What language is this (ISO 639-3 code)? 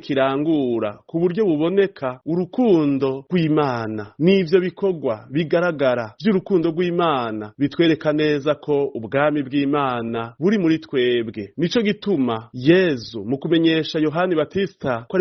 run